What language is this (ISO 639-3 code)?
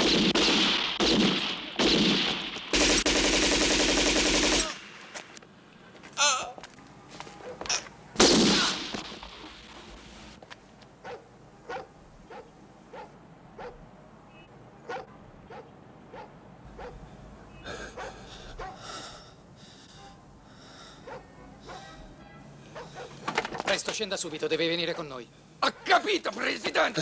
ita